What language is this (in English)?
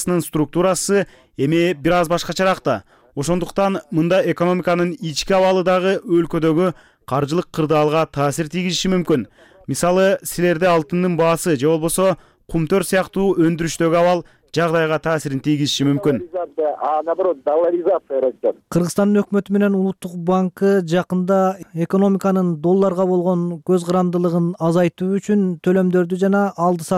Kyrgyz